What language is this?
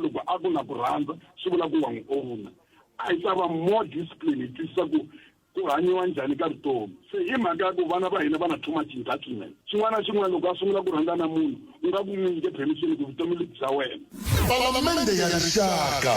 Tsonga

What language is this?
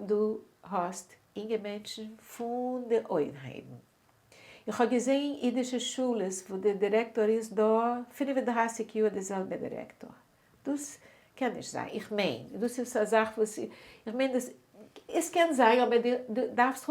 Yiddish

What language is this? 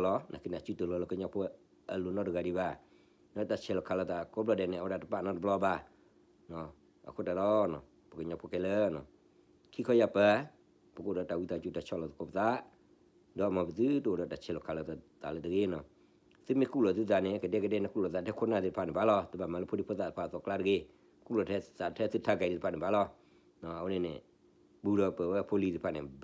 S'gaw Karen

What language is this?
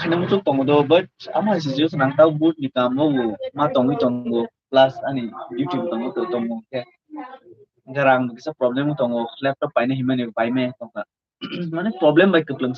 Kok Borok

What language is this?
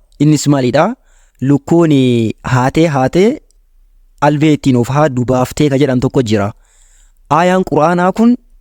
Oromo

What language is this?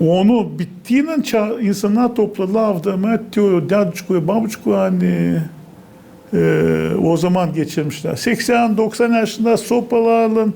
Gagauz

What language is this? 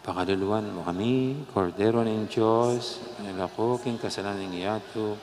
Pampanga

